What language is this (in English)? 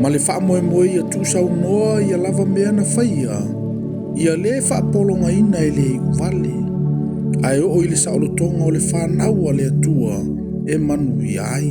Samoan